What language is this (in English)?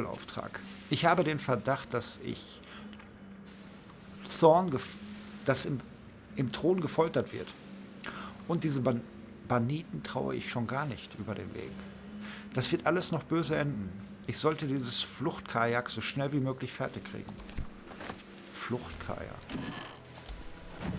German